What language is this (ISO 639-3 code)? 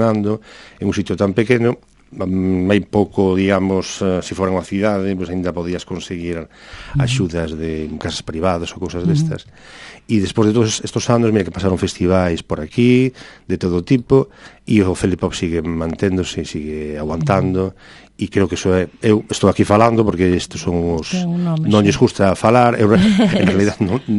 glg